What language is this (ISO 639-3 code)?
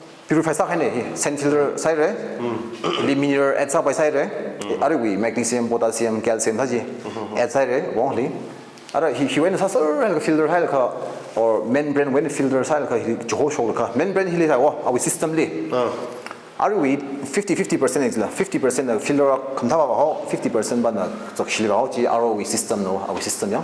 nmf